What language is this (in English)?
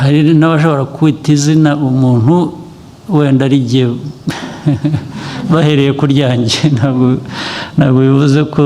Kinyarwanda